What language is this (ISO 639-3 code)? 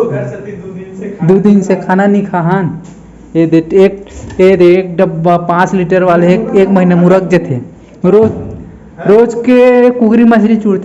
hne